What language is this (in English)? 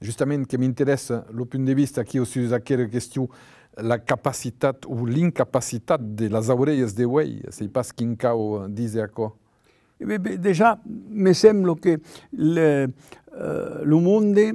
Occitan